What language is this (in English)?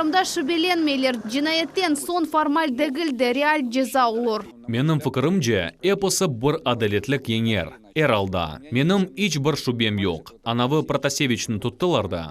Crimean Tatar